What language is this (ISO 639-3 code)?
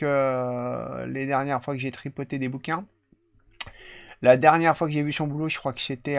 fra